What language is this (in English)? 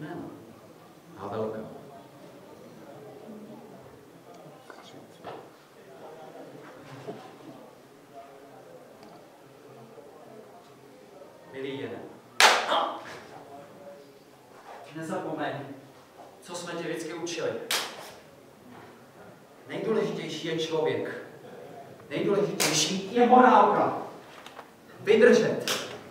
Czech